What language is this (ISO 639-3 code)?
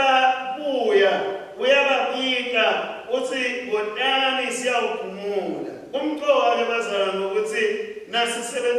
ssw